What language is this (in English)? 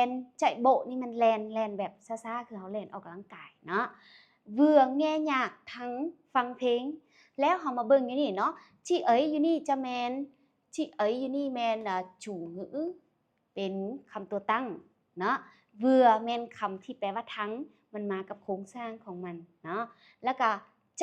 Lao